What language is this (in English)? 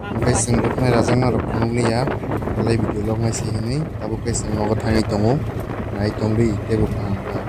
Kok Borok